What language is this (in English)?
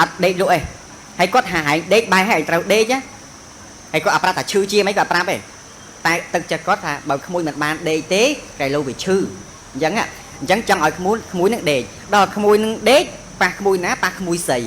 Khmer